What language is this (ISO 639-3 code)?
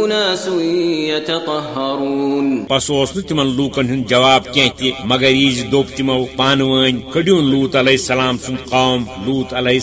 kas